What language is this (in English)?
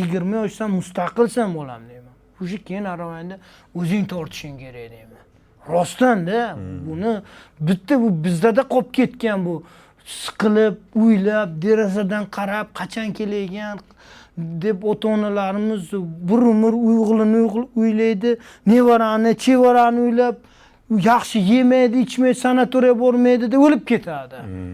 Uzbek